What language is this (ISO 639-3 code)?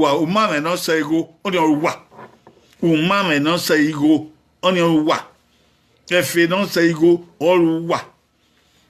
bin